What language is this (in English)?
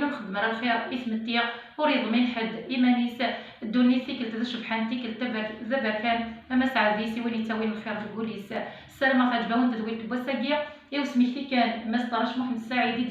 Kabyle